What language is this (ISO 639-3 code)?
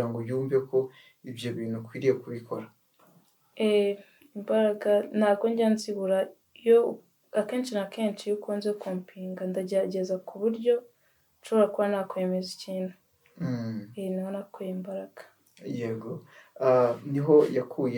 kin